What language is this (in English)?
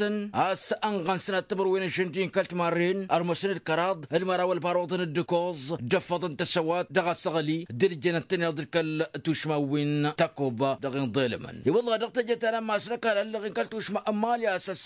Tamasheq